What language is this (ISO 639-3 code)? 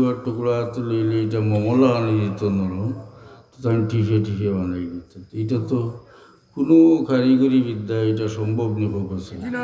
syl